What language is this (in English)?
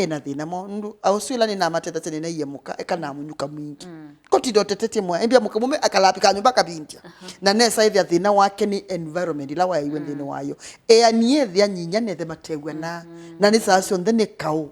Kamba